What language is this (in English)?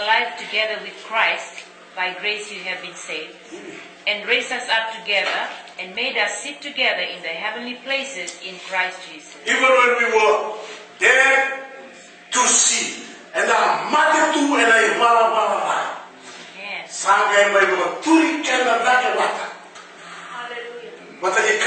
Fijian